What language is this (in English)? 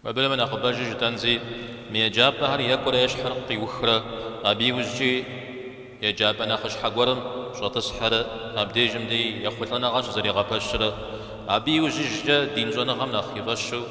Kabardian